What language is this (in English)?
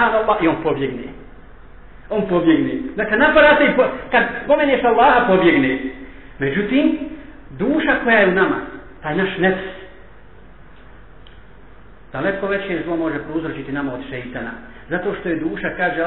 Bosnian